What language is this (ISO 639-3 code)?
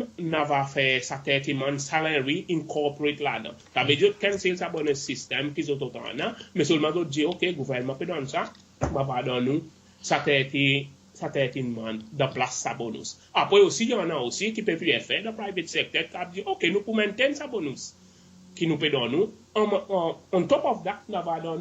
crs